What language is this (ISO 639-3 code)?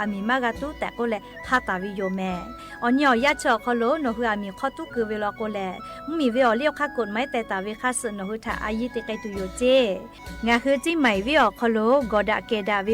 lhu